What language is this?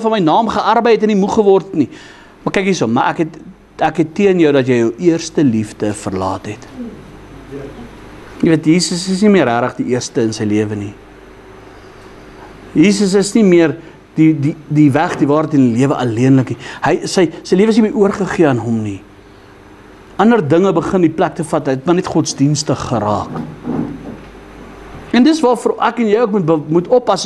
Afrikaans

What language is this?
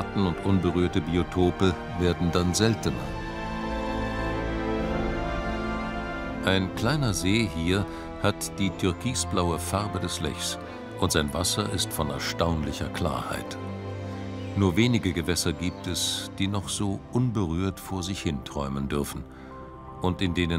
German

